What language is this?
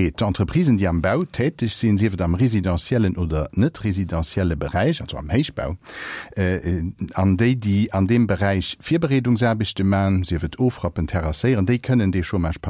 Luxembourgish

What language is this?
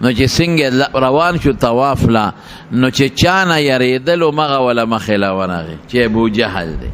Pashto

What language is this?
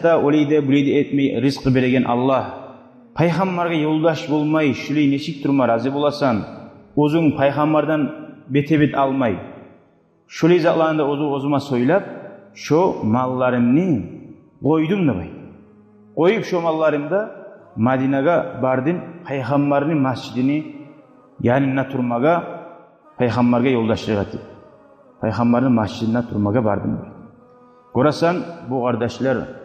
Kumyk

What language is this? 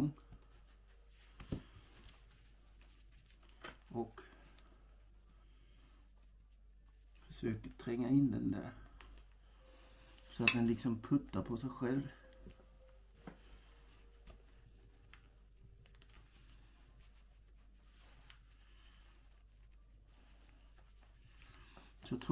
Swedish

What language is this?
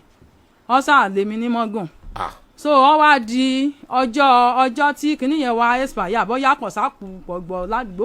Yoruba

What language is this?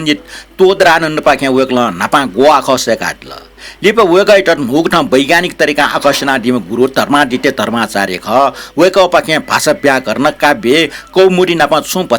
Newari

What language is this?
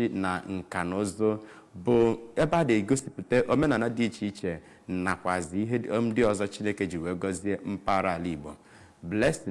Igbo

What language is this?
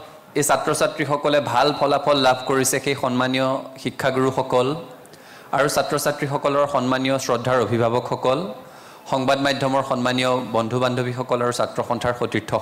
Assamese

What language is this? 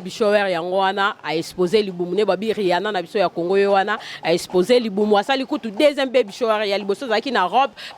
Lingala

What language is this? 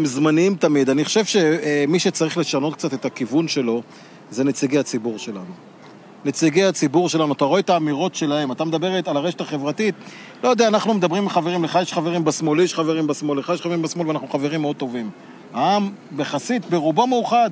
Hebrew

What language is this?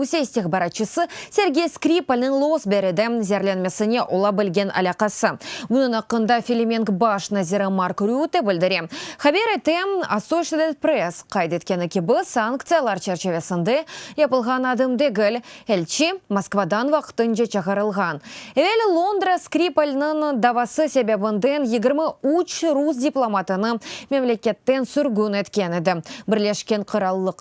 Crimean Tatar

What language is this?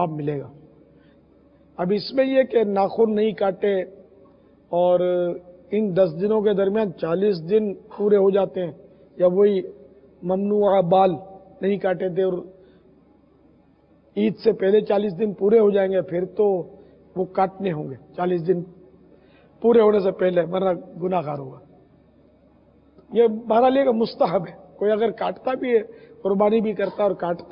Urdu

